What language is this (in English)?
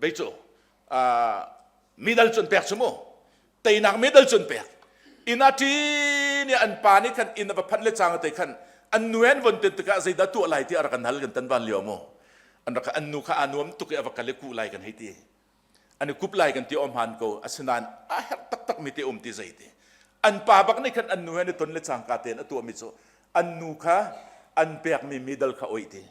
Hakha Chin